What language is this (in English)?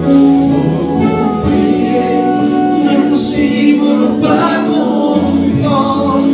Morisyen